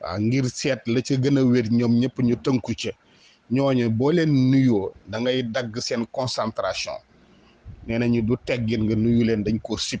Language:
Wolof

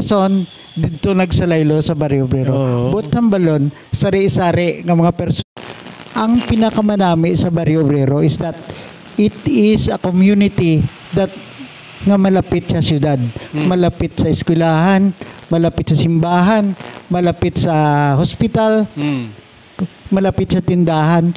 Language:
Hiligaynon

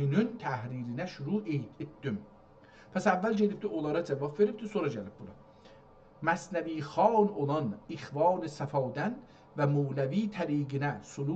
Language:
South Azerbaijani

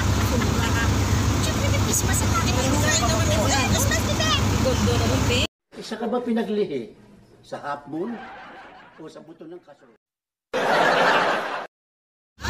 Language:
Filipino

